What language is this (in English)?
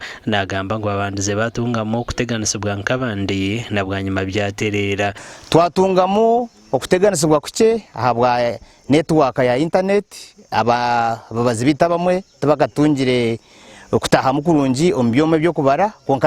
Nyankole